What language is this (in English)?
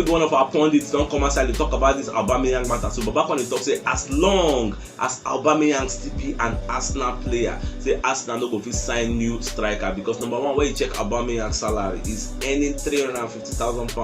Nigerian Pidgin